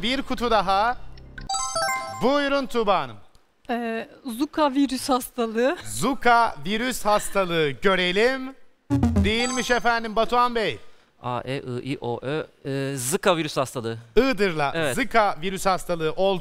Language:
Turkish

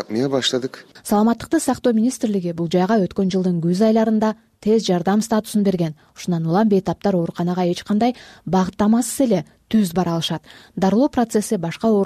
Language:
Kyrgyz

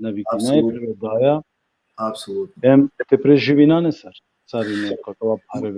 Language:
Balkan Romani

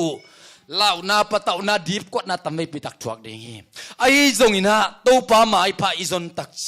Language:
Tedim Chin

